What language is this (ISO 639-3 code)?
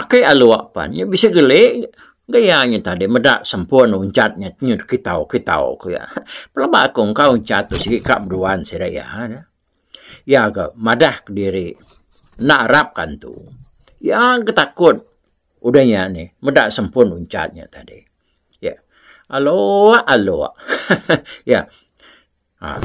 iba